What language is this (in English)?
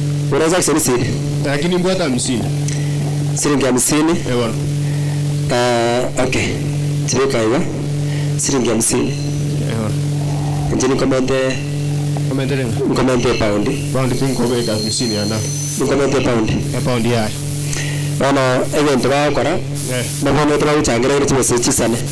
Gusii